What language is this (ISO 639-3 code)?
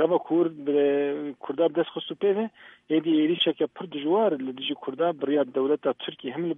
kur